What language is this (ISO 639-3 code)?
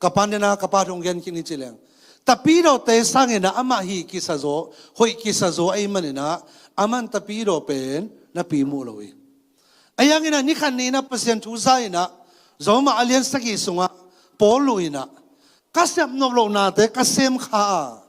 ctd